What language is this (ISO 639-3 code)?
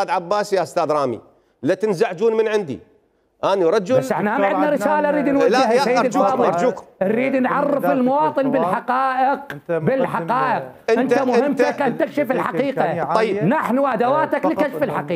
acm